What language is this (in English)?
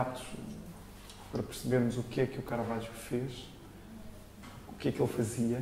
Portuguese